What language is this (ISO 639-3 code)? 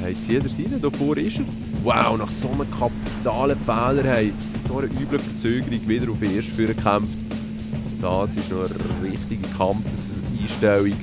gsw